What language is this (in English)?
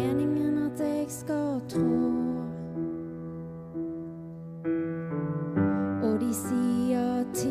Norwegian